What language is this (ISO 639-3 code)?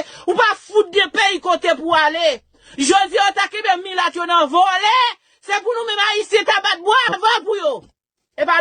hat